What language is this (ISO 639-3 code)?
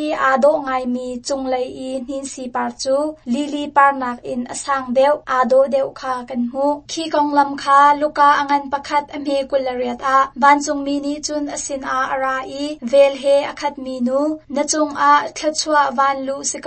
cnh